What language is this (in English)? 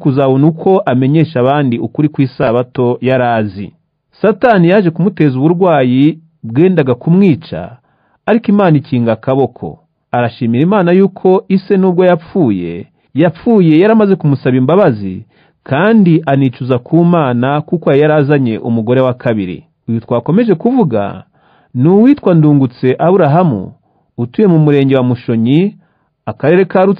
Kinyarwanda